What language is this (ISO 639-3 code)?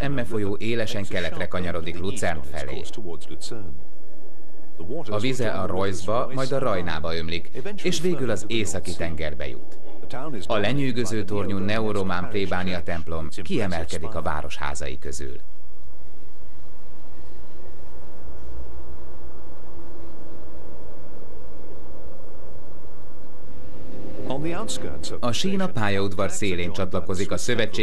hun